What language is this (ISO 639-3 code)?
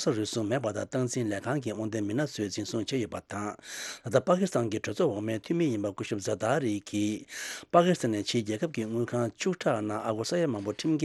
bod